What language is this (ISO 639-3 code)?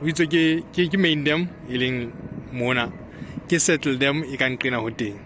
sot